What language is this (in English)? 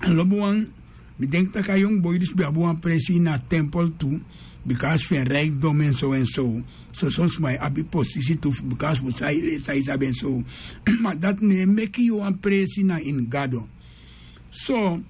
Sranan Tongo